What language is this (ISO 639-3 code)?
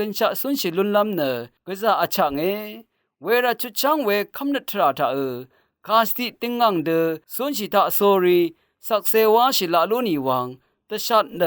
raw